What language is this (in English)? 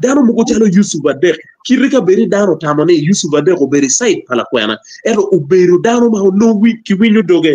Acoli